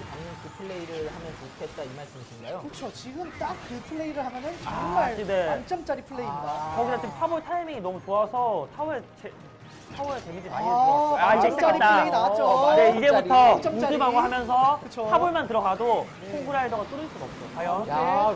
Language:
Korean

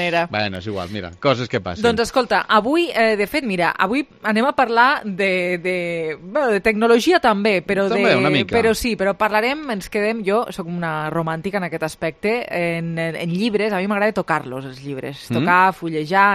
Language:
Catalan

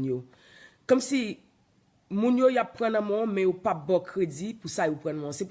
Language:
Haitian Creole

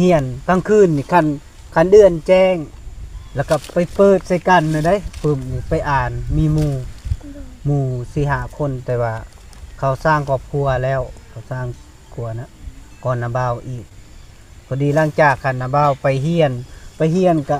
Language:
Lao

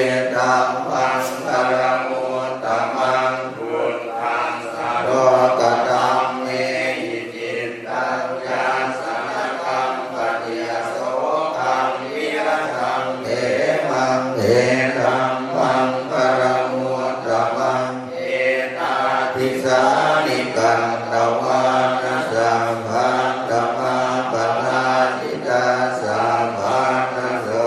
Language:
Pali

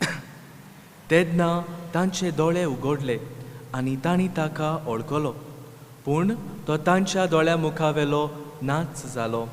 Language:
Konkani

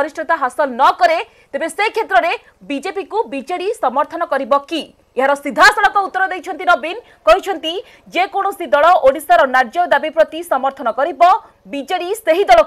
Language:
Odia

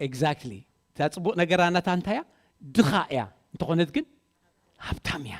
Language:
Tigrinya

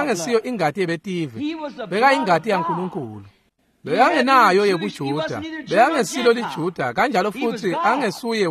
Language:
Swati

